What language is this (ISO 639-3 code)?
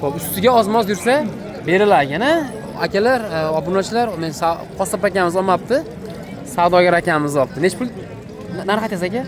uzb